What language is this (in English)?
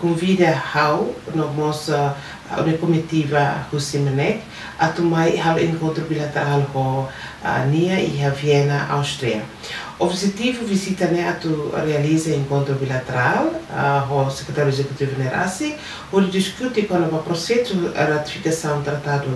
Tetum